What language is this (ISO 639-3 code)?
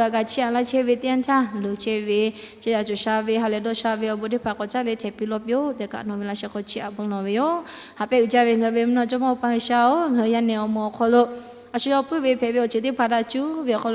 lhu